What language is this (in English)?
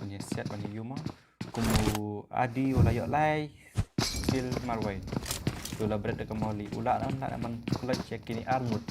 Khasi